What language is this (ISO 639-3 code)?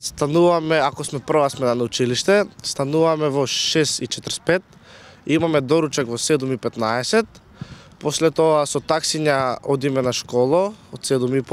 mkd